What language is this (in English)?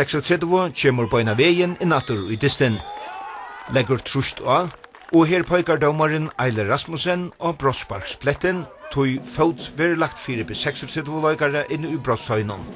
Faroese